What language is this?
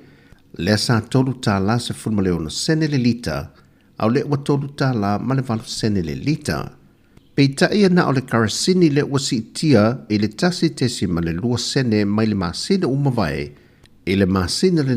Samoan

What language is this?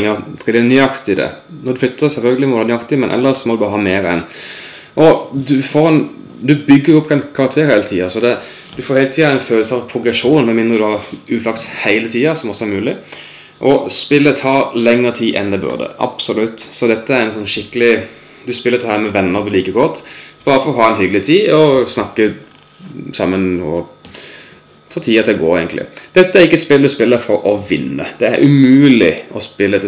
Norwegian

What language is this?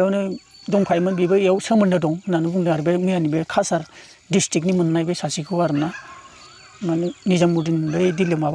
Bodo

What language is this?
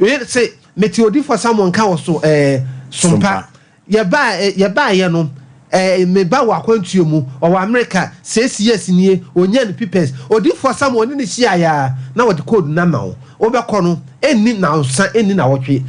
Akan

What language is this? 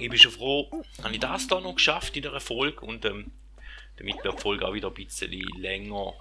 Swiss German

